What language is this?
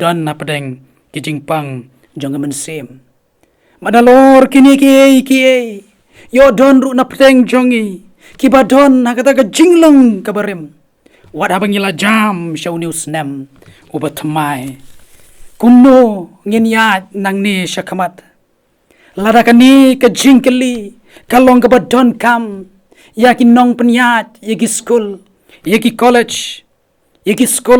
Khasi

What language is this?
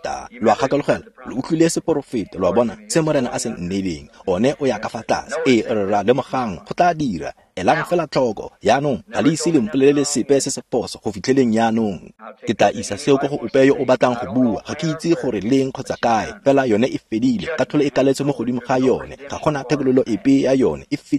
Tswana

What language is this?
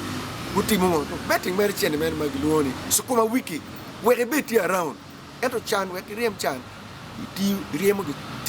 Acoli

